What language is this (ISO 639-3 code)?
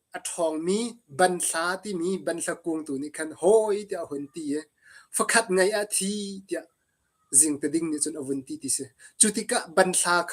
cnh